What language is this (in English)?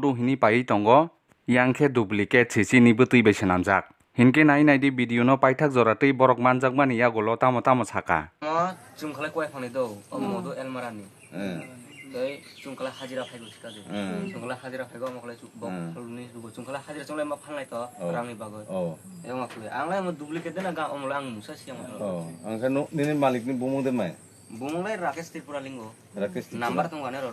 Kok Borok